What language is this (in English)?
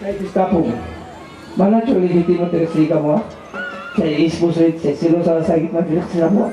Ayacucho Quechua